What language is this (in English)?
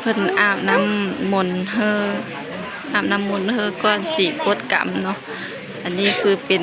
Lao